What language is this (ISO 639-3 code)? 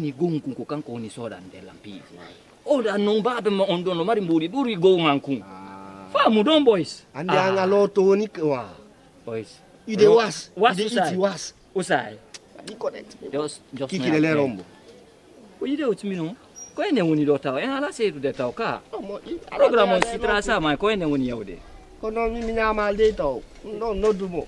ful